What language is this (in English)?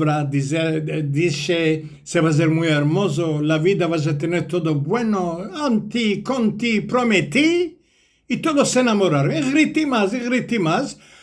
Ladino